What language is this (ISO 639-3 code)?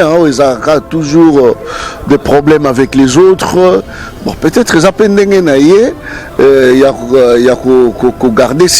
lin